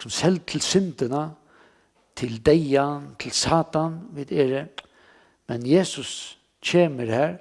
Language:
Faroese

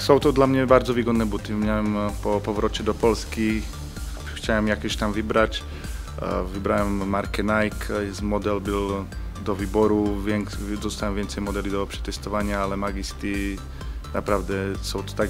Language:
Polish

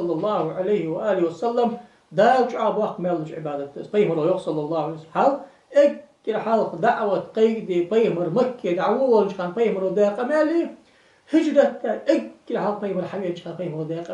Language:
Ingush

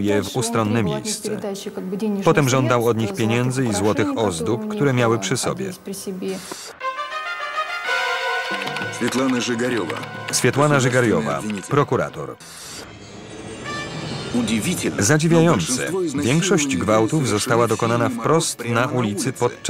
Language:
Polish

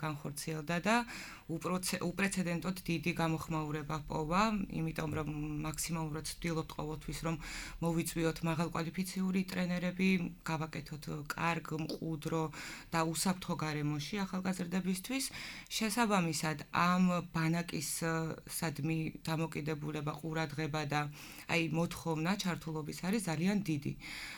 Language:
Georgian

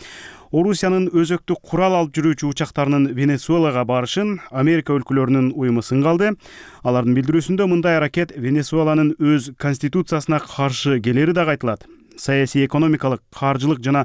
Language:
Kyrgyz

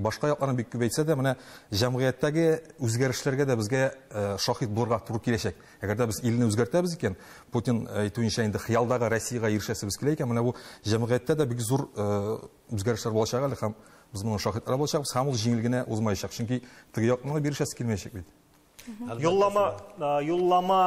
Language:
Tatar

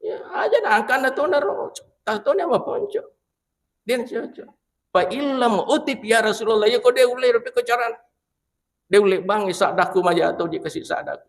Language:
Buginese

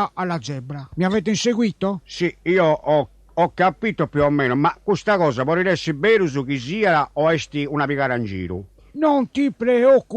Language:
Sardinian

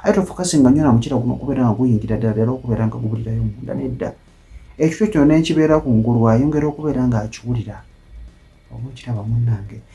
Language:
Ganda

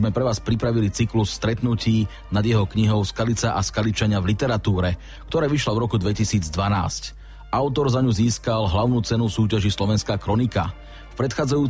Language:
Slovak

